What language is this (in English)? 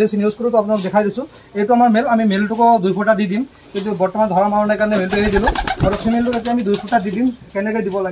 Assamese